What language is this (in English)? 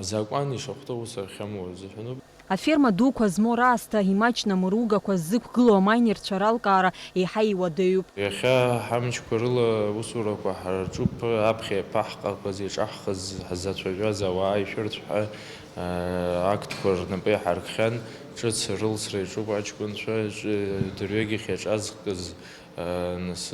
Abkhazian